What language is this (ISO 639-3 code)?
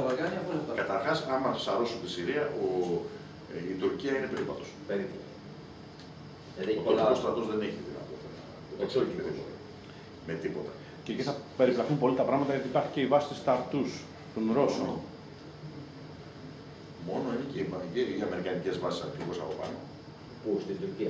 ell